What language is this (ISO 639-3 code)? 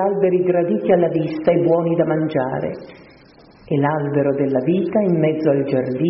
ita